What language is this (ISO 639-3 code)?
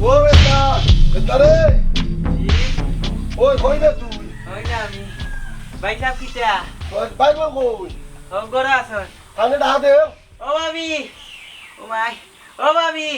syl